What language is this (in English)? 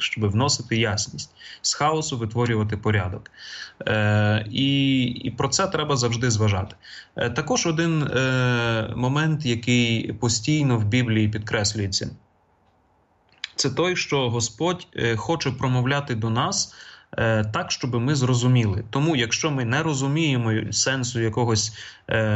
Ukrainian